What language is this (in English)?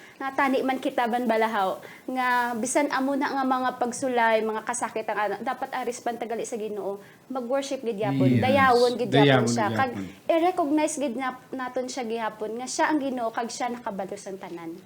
Hiligaynon